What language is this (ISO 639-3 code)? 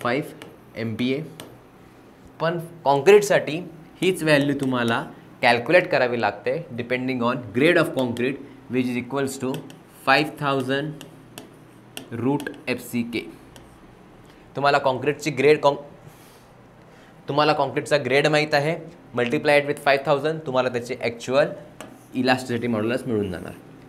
mar